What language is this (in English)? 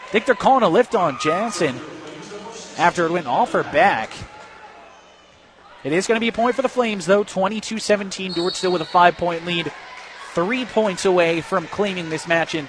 English